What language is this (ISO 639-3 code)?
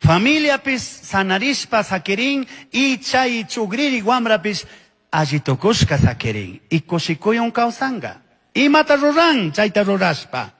qug